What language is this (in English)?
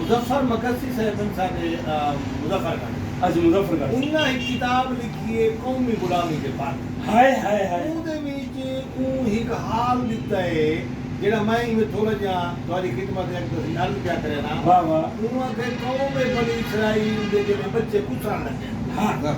Saraiki